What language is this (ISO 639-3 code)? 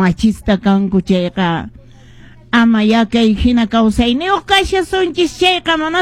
que